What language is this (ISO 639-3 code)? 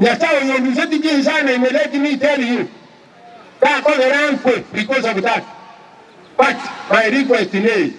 guz